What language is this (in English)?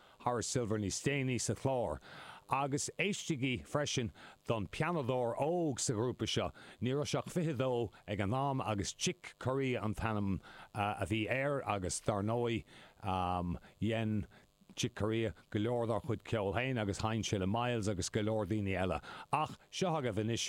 Irish